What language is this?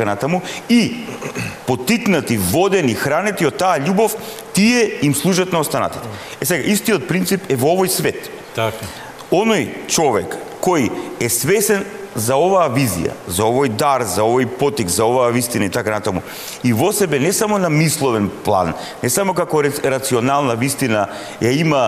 Macedonian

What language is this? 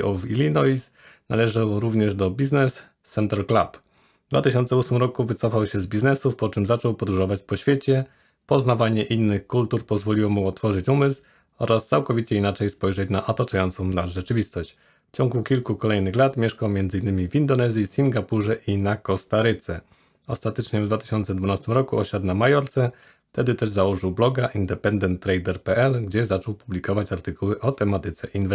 Polish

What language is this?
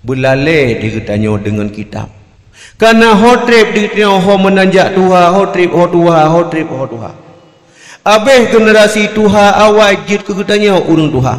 Achinese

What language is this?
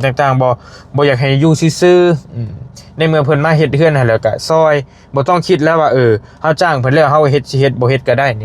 Lao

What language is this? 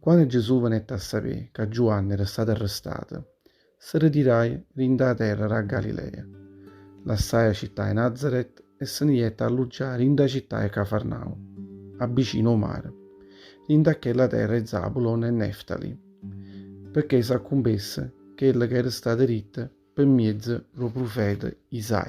Neapolitan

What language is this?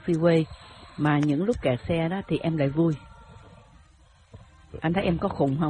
Vietnamese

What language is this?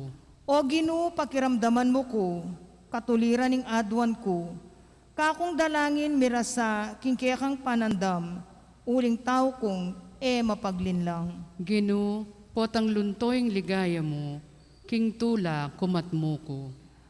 Pampanga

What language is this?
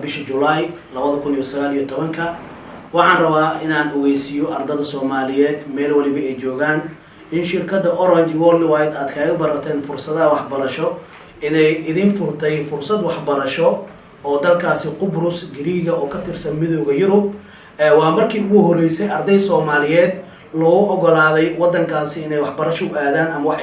Somali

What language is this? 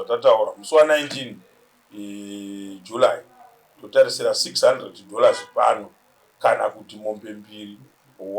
Shona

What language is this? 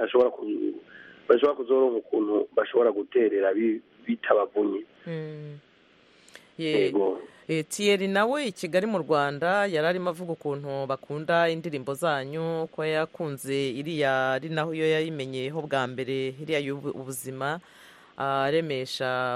Kinyarwanda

